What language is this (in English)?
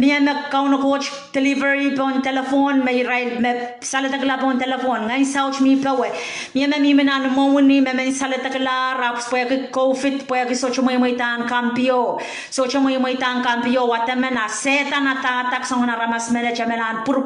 Pohnpeian